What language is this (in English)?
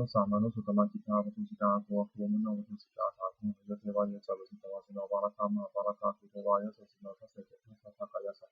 Pali